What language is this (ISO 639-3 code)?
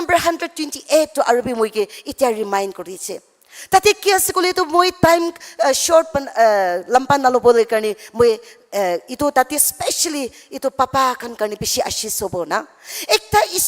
nag